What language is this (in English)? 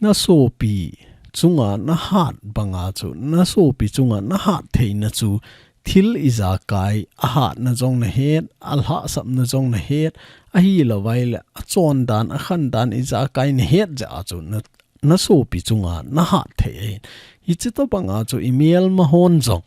Thado Chin